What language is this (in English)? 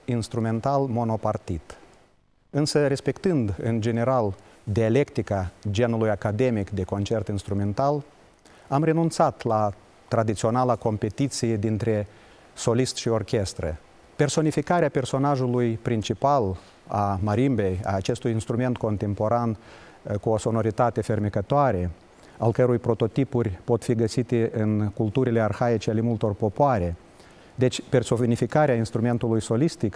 Romanian